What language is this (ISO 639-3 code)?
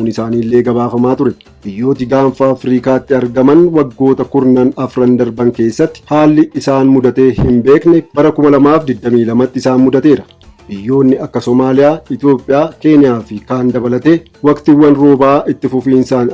orm